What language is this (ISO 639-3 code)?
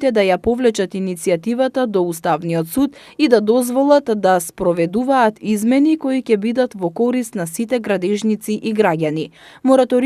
mkd